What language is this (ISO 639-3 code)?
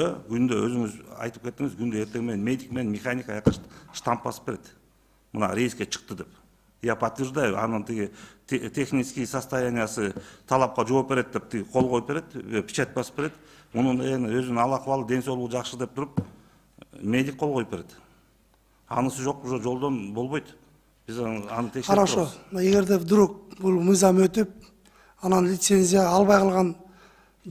kir